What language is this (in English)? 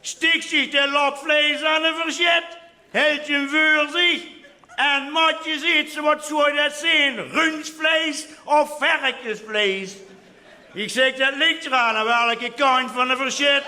Limburgish